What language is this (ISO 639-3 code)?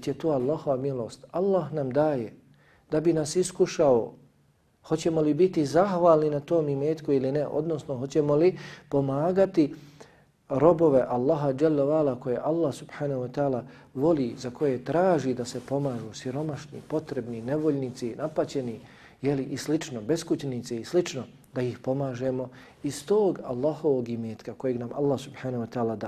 bos